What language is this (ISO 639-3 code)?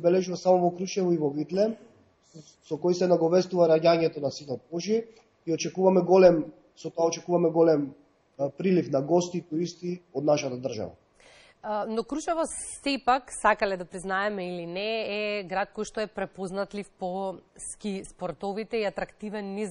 mkd